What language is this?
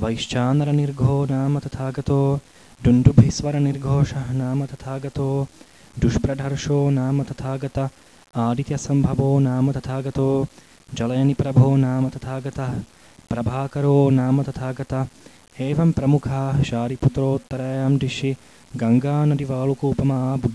Sanskrit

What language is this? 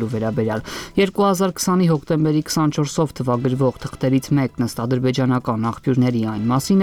Armenian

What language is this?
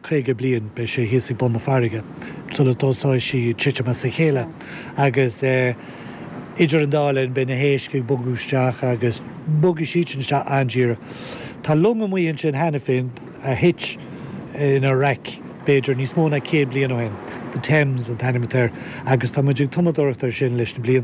Irish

